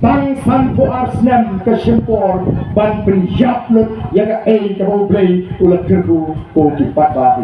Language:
Khasi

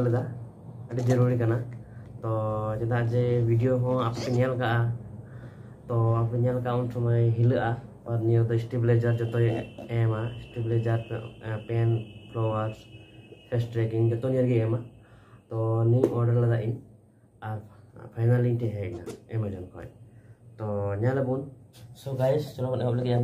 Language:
Santali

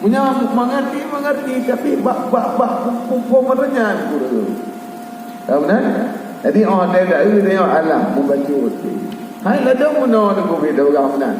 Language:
Achinese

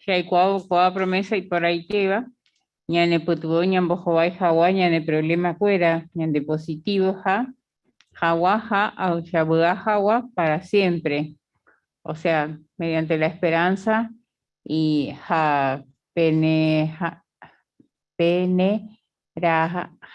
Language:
Guarani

